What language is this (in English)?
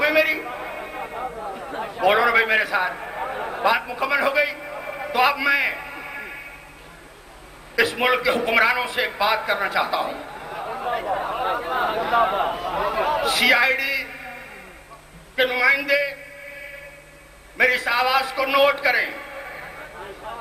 Urdu